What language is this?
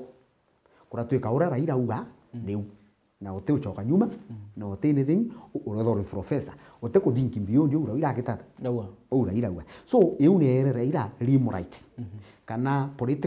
Meru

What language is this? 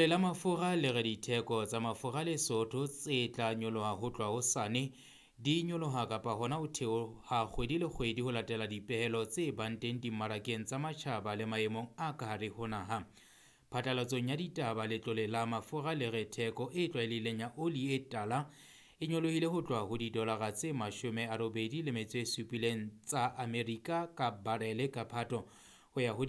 Southern Sotho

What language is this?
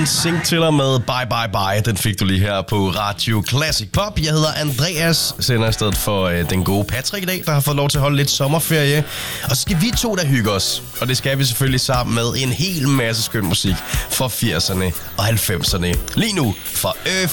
Danish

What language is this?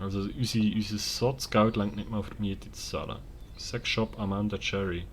Swiss German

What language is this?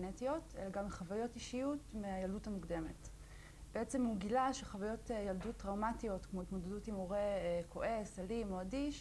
Hebrew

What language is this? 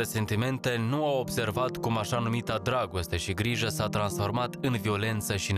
Romanian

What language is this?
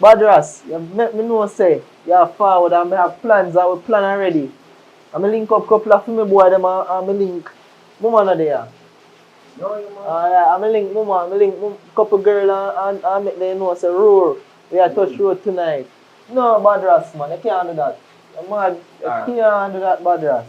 Jamaican Creole English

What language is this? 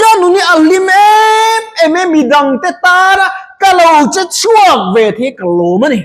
Mizo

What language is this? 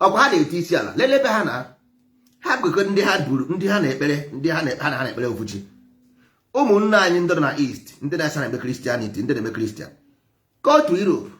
Igbo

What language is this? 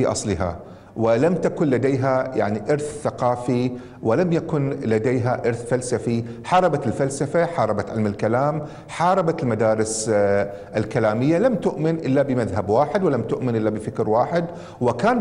Gulf Arabic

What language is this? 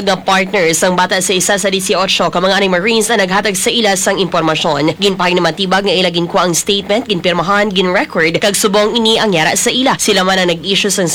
Hiligaynon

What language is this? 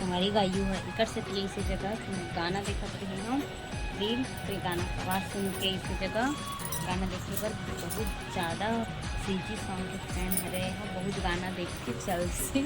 Chhattisgarhi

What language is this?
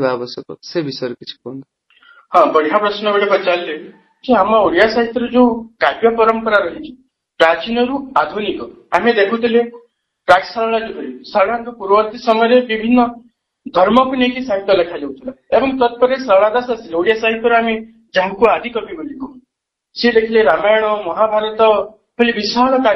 Odia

